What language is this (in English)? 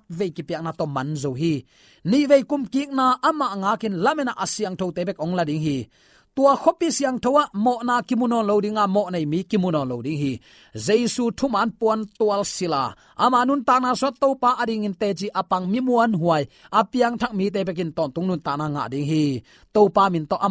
Tedim Chin